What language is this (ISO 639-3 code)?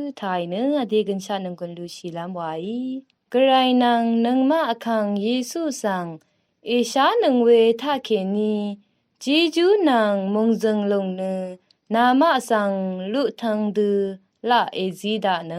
raw